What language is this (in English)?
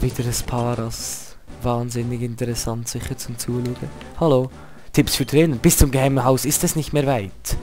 Swiss German